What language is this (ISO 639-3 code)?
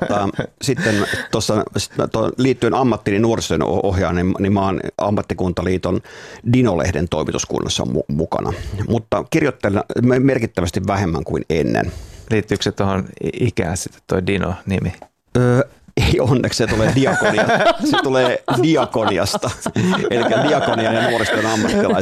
fin